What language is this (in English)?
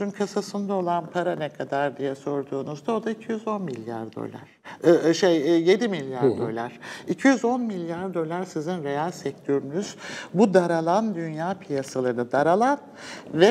Turkish